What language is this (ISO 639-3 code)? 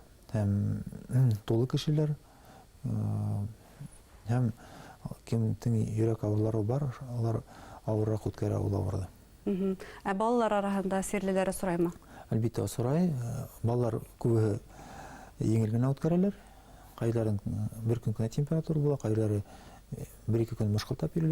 bak